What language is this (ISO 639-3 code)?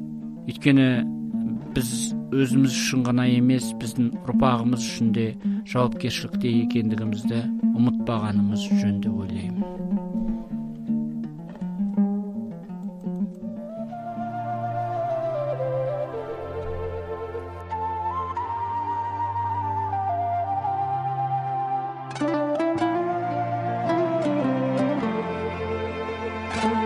kaz